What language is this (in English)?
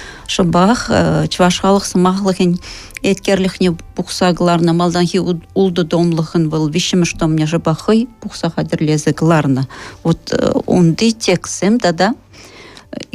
Chuvash